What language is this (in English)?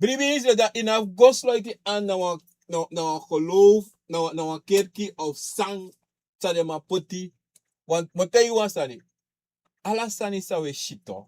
Sranan Tongo